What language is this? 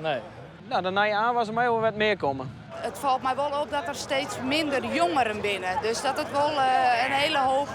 Western Frisian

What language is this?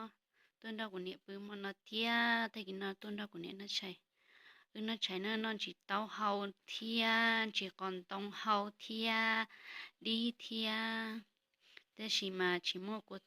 Hmong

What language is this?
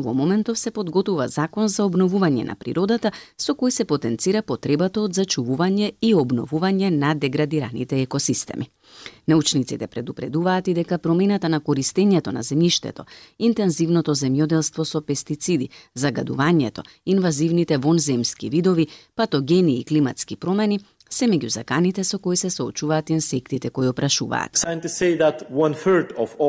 Macedonian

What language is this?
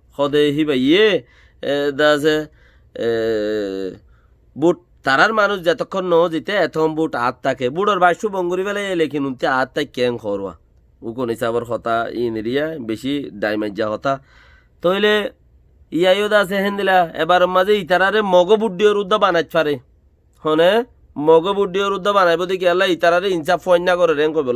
Rohingya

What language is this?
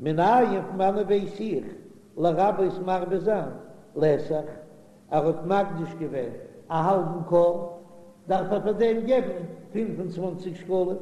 Yiddish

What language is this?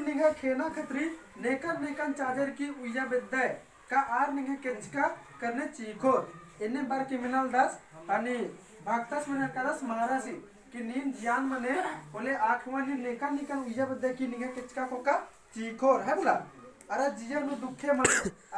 Kurukh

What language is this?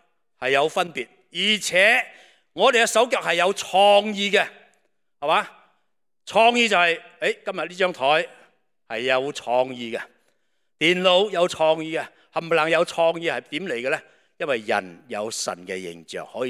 Cantonese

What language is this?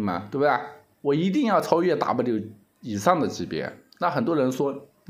Chinese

